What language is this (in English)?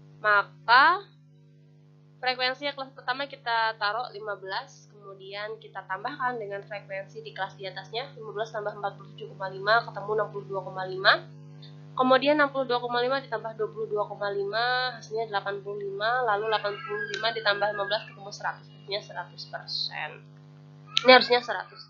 Indonesian